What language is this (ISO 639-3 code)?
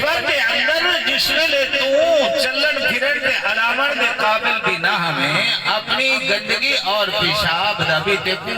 skr